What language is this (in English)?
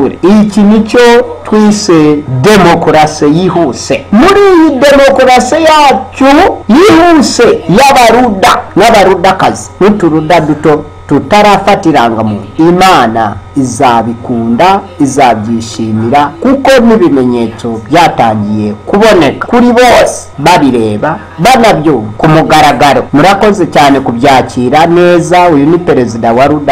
Kinyarwanda